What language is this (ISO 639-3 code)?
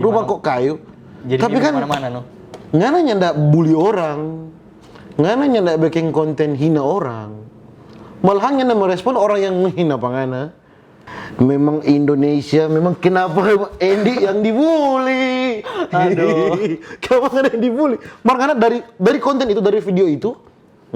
xmm